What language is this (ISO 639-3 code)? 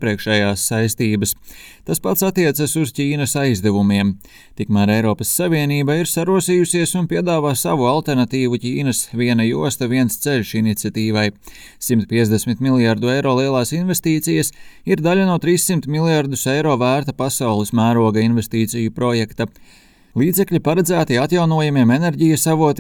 lav